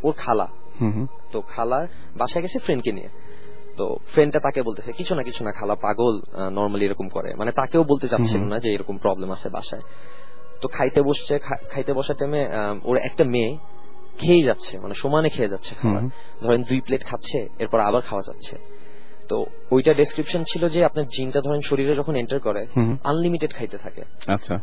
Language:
Bangla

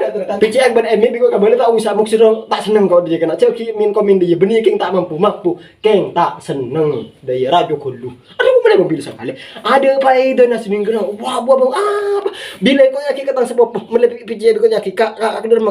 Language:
Madurese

